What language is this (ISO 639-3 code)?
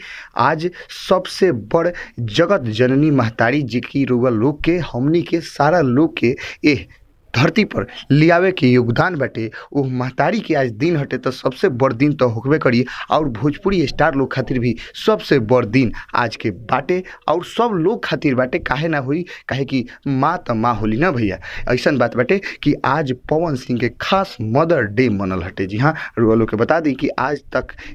bho